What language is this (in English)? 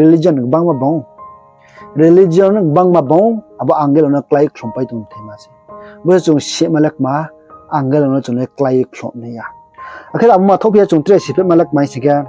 Riang (India)